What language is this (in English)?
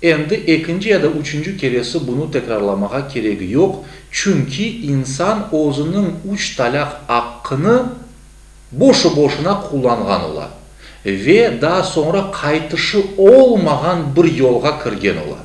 Crimean Tatar